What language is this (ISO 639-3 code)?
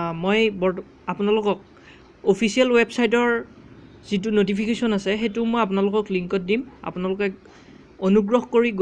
asm